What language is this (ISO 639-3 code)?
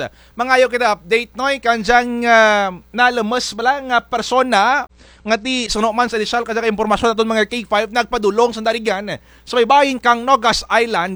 krj